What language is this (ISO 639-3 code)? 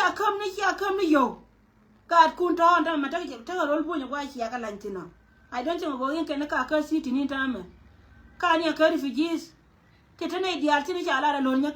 nus